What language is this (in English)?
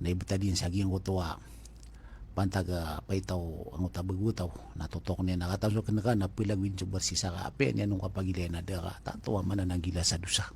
Maranao